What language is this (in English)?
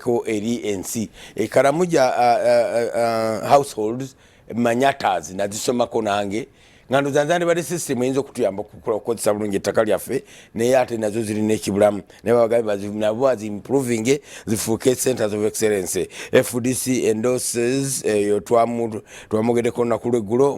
Ganda